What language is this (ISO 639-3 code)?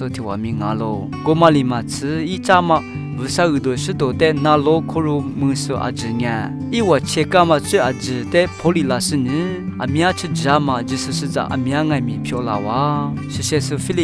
lis